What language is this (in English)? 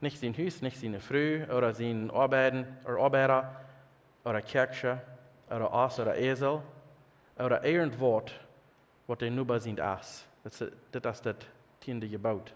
Plautdietsch